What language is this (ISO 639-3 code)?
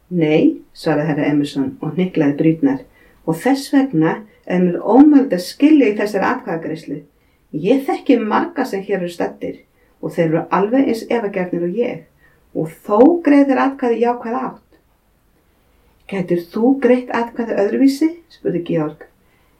isl